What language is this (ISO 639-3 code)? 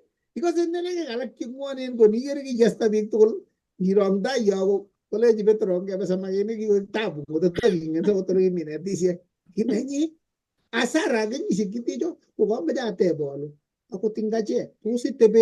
kln